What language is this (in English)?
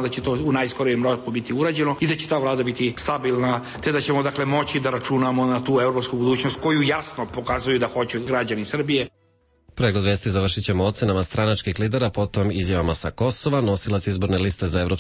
Serbian